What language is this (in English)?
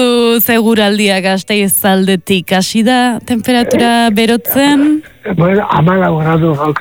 Basque